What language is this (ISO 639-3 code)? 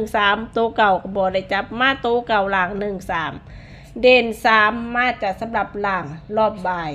lao